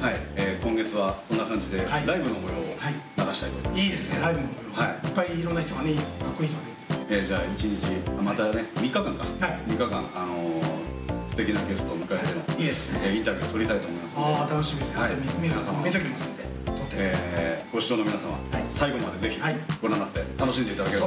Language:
Japanese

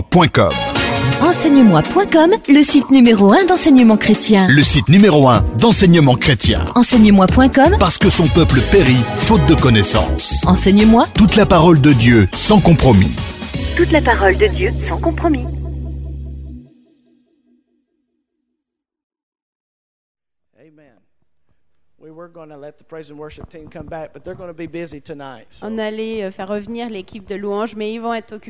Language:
French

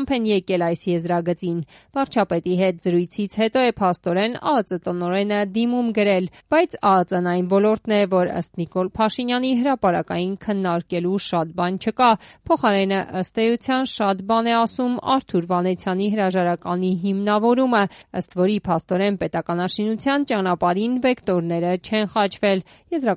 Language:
Armenian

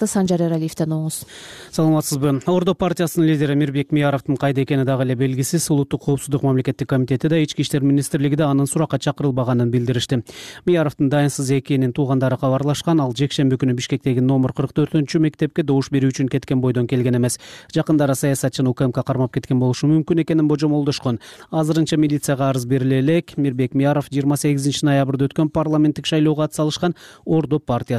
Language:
Kyrgyz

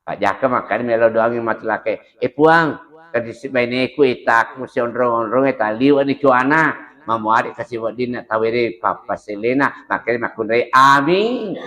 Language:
Buginese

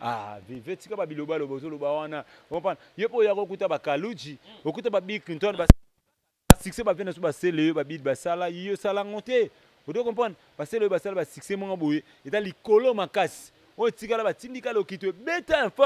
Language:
Lingala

